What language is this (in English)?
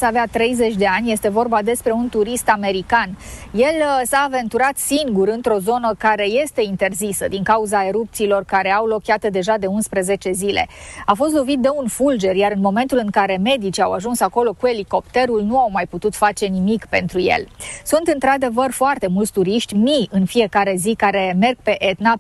Romanian